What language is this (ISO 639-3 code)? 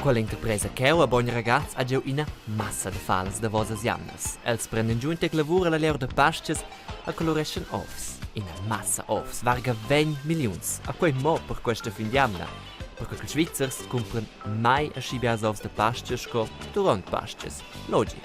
roh